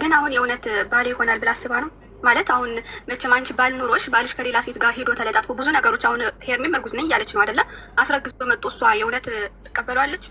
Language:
Amharic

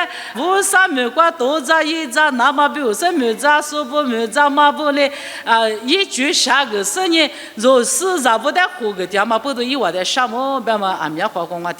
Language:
Lisu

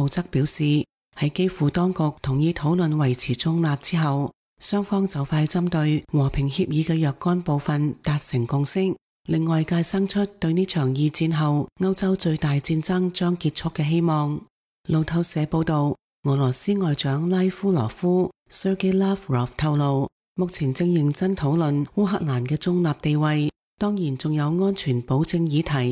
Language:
Cantonese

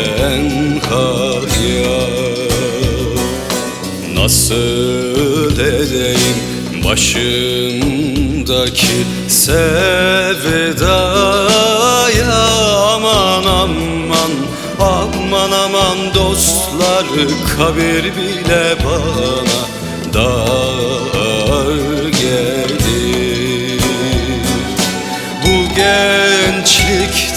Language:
Turkish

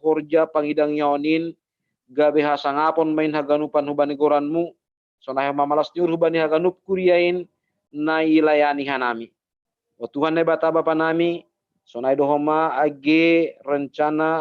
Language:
Batak Simalungun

